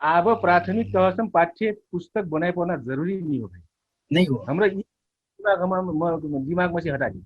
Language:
Dangaura Tharu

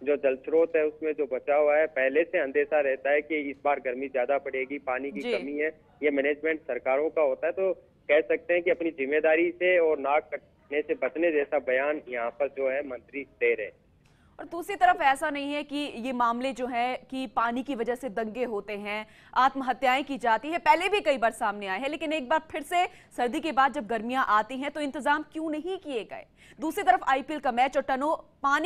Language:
Hindi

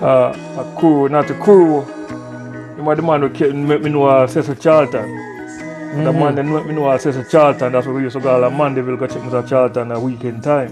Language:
Jamaican Creole English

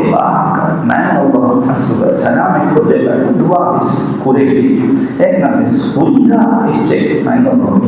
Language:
Divehi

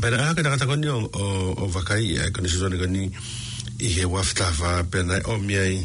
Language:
Tongan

